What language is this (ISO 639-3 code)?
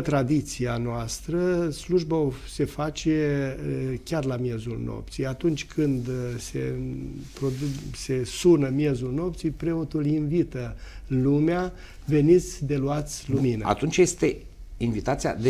ron